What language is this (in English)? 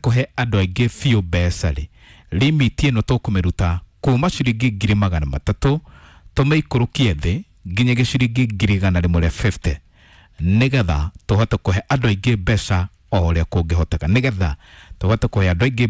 Kikuyu